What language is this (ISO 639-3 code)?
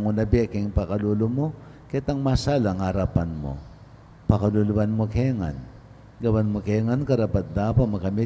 pam